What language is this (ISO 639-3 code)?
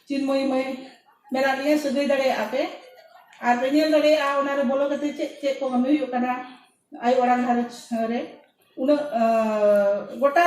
sat